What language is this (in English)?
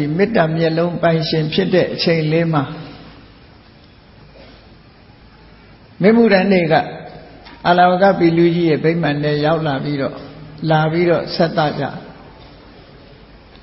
Burmese